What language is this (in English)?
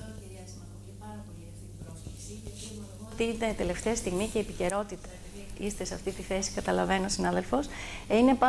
Greek